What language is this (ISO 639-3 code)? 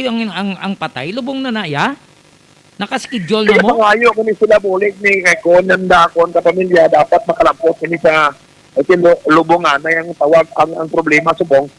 hil